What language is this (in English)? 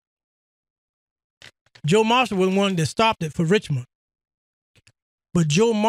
English